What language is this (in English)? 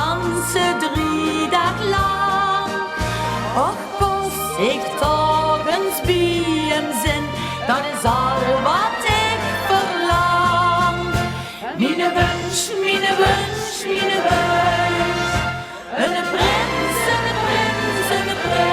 Limburgish